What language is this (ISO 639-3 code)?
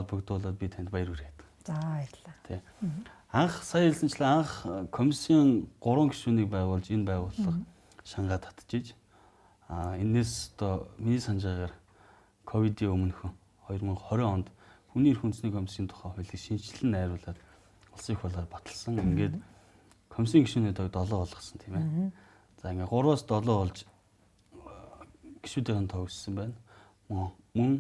mon